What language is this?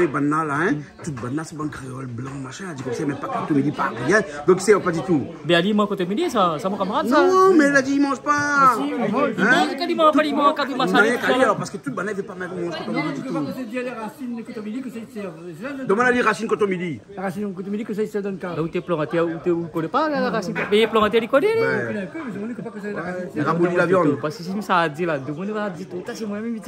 Réunion Creole French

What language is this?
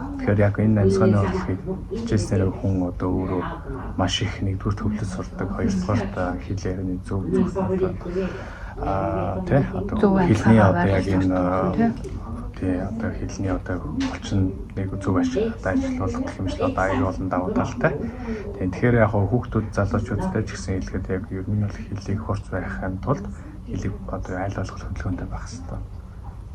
Mongolian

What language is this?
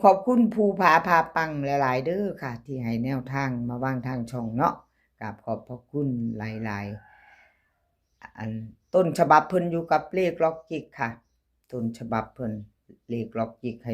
Northeastern Thai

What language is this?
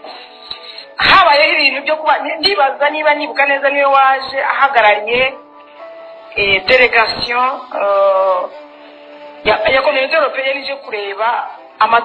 Kinyarwanda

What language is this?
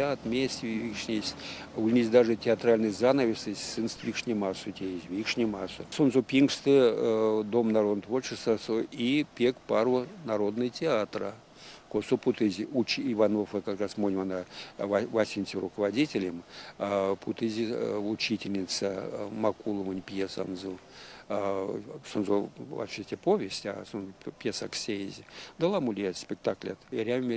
Erzya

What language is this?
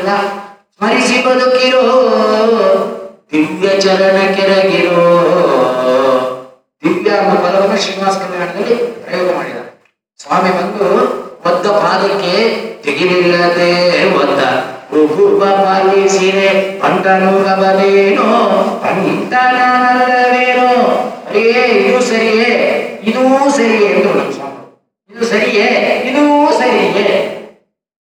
Kannada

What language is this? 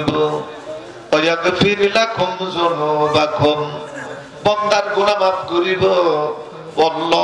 Rohingya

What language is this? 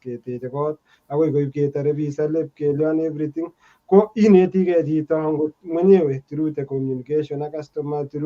Kalenjin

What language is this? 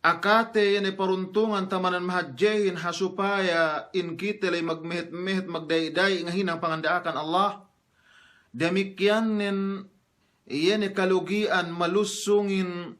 Yakan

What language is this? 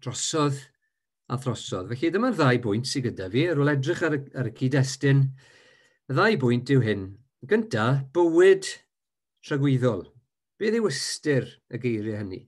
Welsh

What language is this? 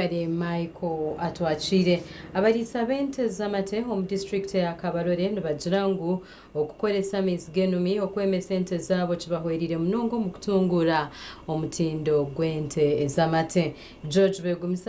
Nyankole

